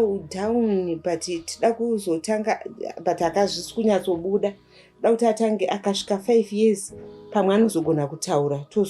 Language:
Shona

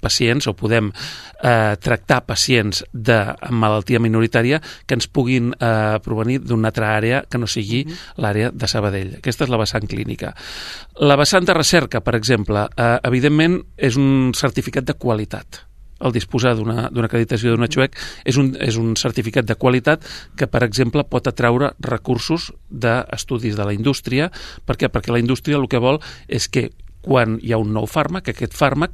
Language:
Catalan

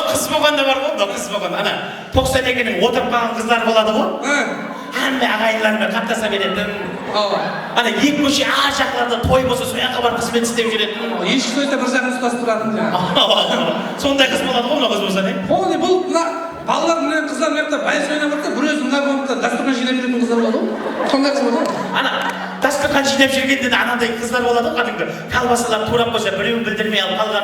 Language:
Kara-Kalpak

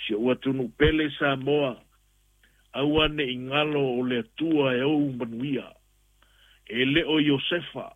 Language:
Samoan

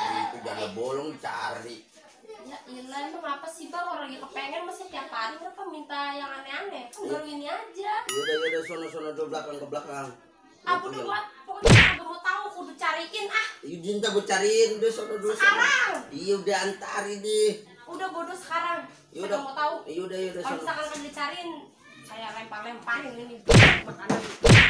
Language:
Betawi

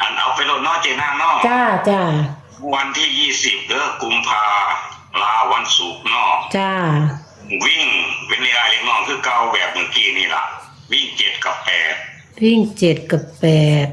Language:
Northeastern Thai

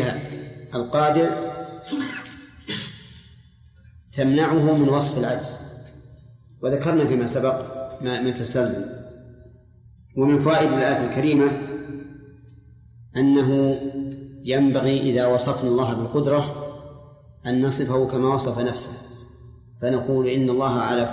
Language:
Arabic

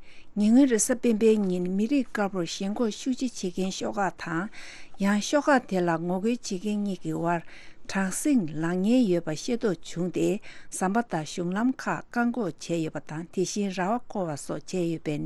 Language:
Tibetan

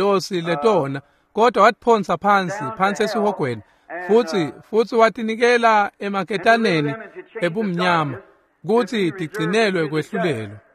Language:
Swati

